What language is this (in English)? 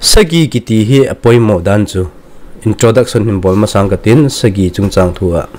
Thado Chin